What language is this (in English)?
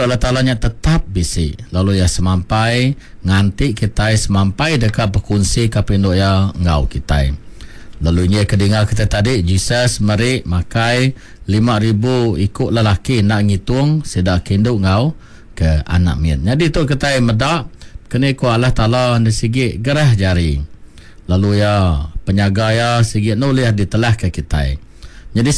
Iban